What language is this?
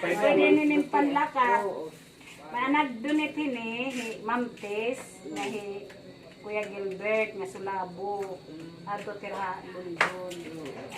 Waray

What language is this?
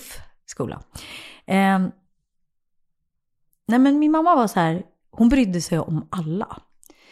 Swedish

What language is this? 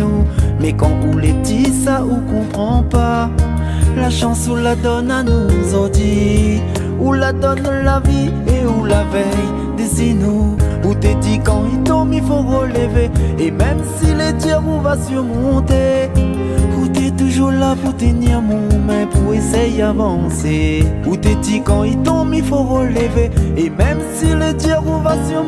Réunion Creole French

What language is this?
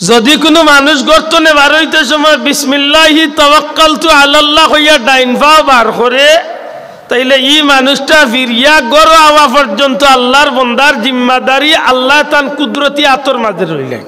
Sylheti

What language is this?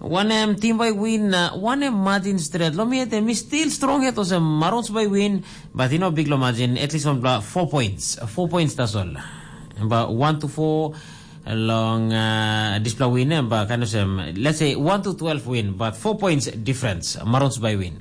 Tok Pisin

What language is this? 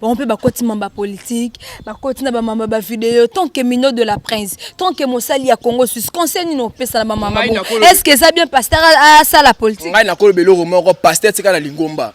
Lingala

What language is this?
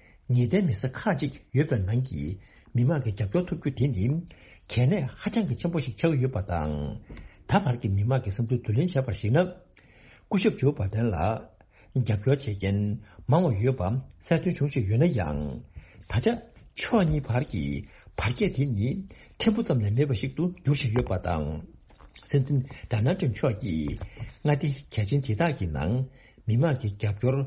Tibetan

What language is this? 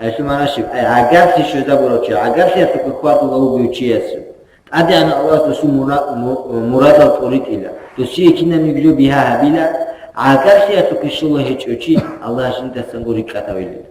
Avaric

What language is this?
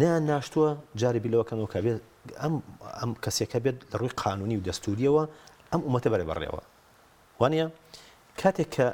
Central Kurdish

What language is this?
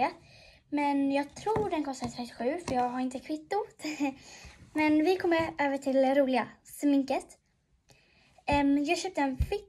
Swedish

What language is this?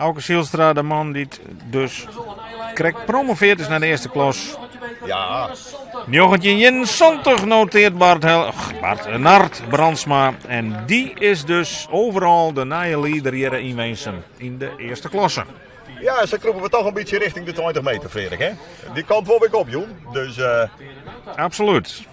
Western Frisian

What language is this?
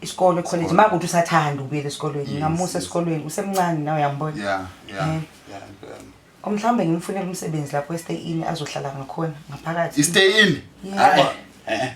Zulu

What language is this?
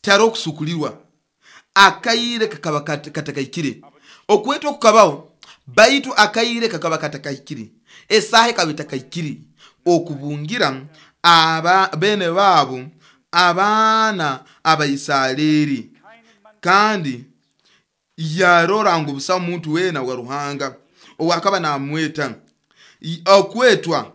Nyoro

